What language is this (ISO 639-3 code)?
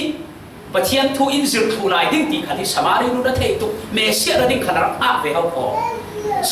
cfm